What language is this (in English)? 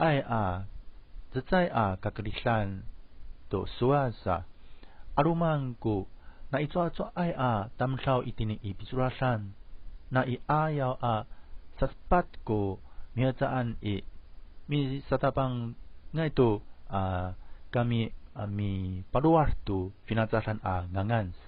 Amis